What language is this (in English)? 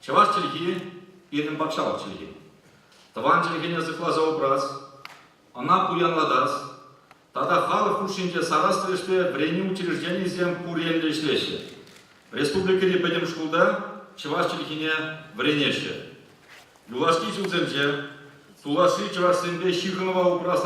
Chuvash